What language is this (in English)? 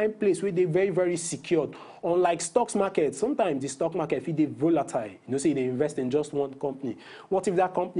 Nigerian Pidgin